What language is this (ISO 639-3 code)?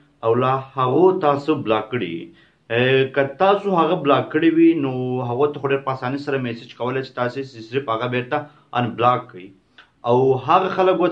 pus